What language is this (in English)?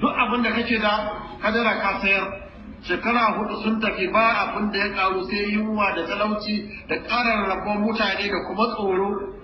Hausa